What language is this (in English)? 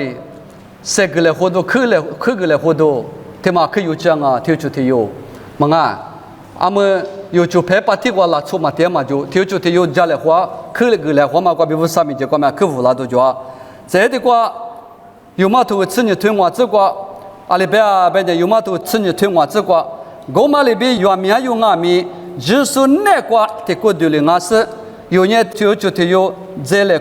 Lisu